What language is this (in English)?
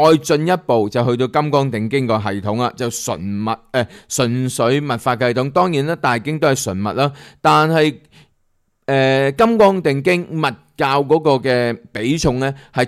Cantonese